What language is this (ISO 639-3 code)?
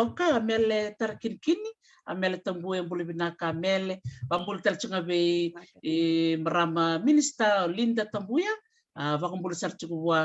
fij